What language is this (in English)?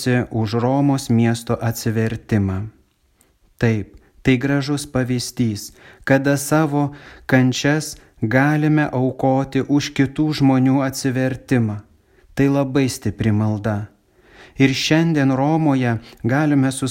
Lithuanian